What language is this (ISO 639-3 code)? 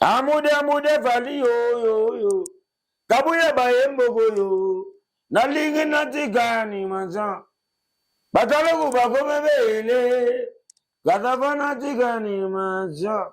lin